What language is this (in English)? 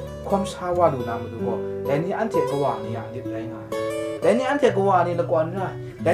Kachin